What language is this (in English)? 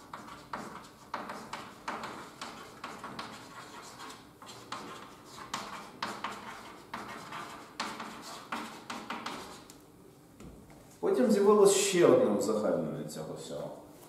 Ukrainian